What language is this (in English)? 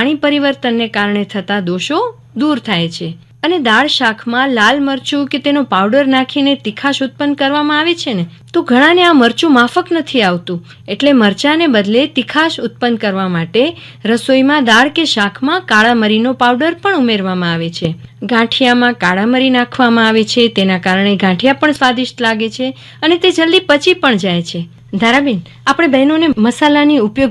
Gujarati